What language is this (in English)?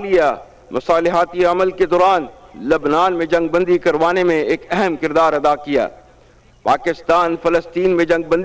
Urdu